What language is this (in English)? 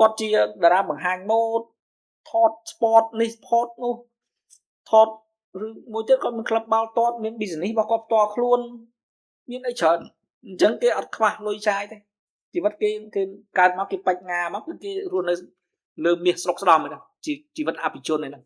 Khmer